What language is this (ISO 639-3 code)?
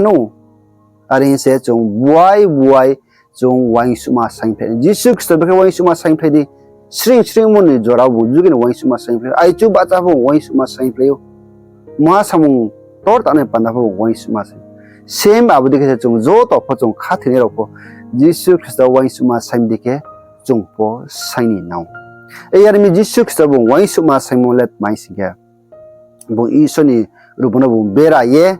ria